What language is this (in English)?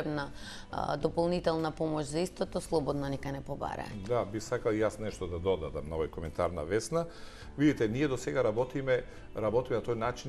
Macedonian